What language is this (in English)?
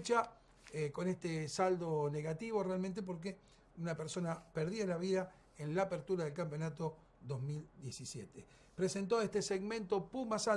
Spanish